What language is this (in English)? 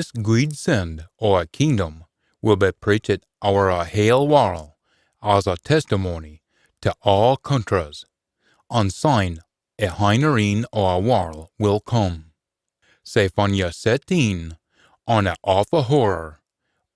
Scots